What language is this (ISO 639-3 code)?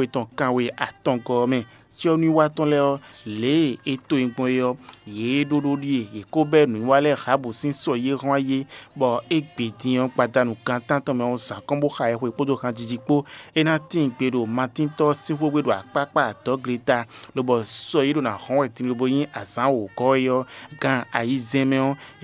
fon